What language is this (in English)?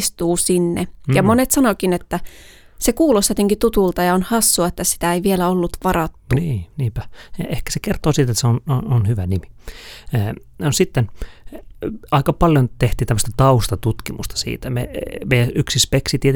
Finnish